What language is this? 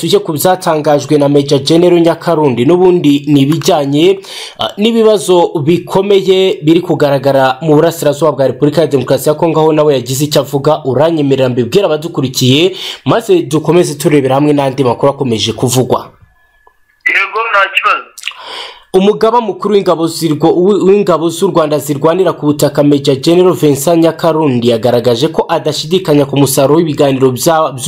Kinyarwanda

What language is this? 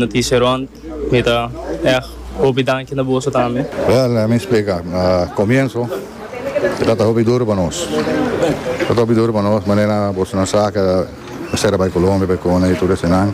Papiamento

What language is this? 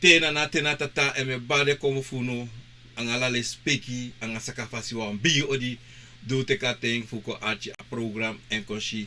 Sranan Tongo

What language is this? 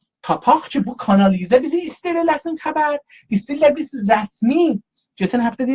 South Azerbaijani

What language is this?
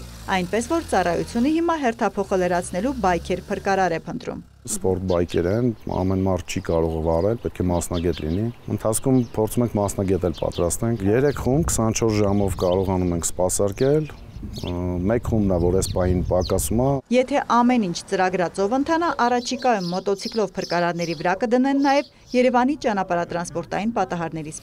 Armenian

